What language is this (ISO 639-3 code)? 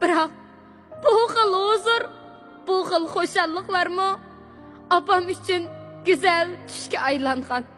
uig